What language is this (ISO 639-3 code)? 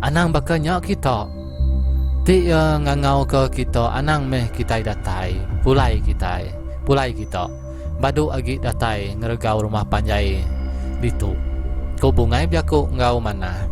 iba